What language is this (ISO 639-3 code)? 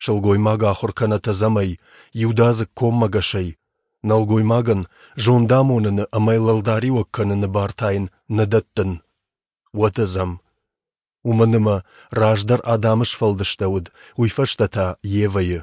oss